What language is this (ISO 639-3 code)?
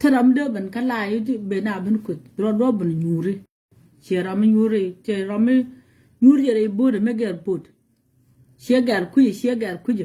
nus